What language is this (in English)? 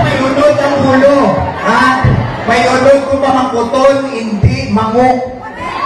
Hiligaynon